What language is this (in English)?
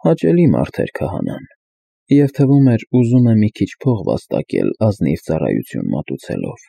Armenian